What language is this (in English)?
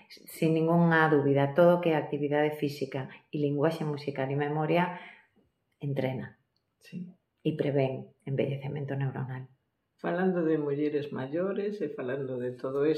Galician